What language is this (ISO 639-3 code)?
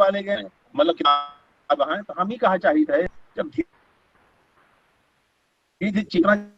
awa